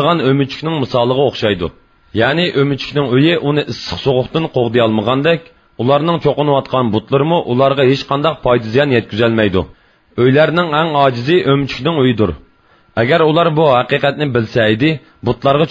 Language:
Uyghur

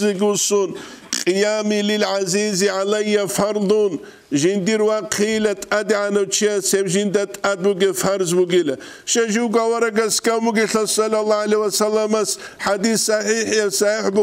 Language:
Avaric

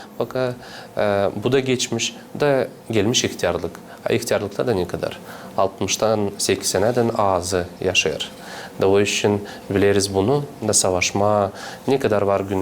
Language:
Gagauz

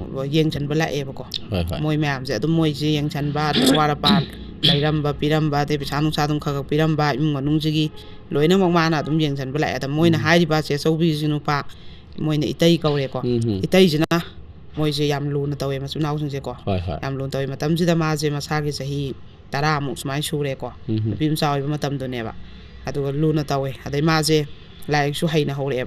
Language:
Manipuri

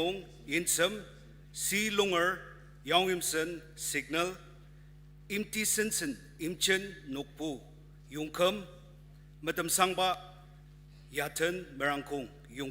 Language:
Ao Naga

